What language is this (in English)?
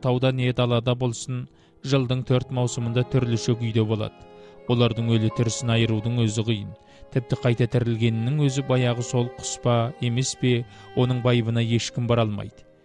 Kazakh